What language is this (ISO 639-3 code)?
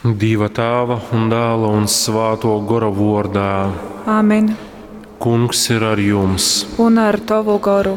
ltg